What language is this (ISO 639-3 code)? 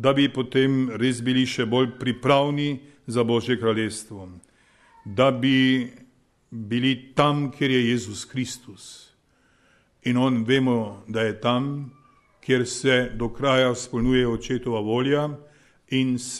slv